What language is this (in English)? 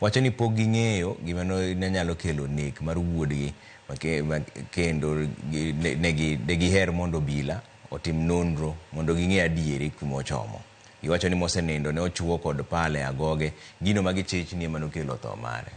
Luo (Kenya and Tanzania)